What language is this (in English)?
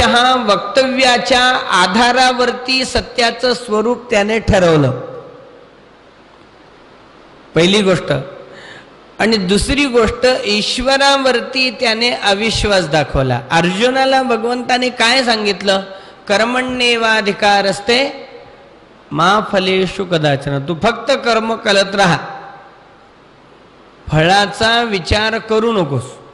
Marathi